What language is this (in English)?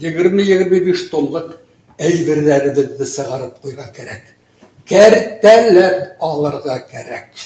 Bashkir